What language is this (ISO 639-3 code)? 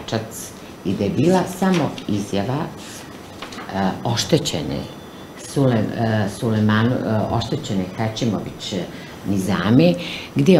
bos